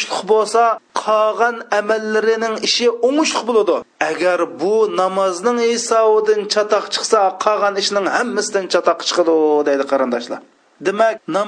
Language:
Uyghur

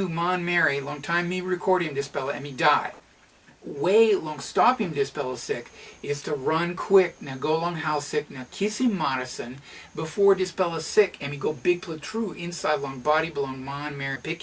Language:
Tok Pisin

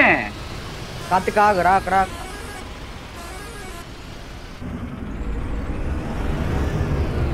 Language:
Telugu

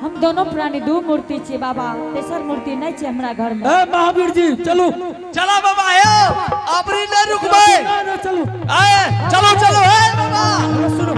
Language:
Angika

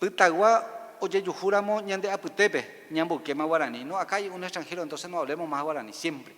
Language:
Guarani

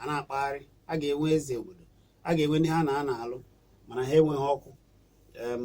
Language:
Igbo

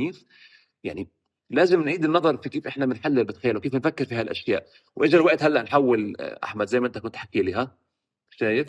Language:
North Levantine Arabic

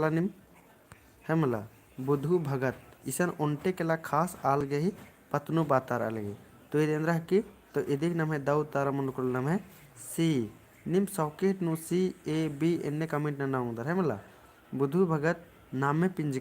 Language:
Kurukh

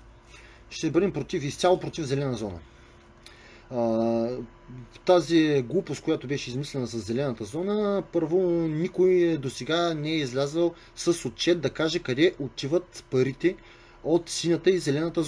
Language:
Bulgarian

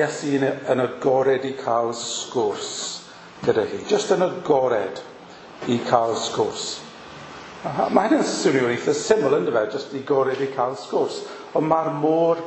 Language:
Welsh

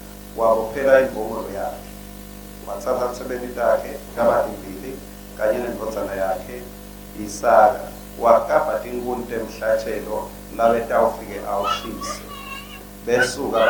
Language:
Swati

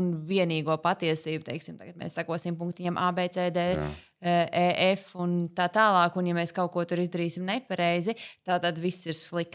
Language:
Latvian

